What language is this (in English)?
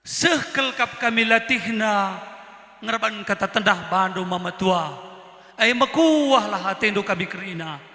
Batak Karo